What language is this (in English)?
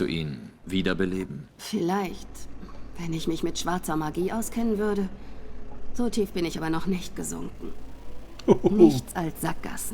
Swiss German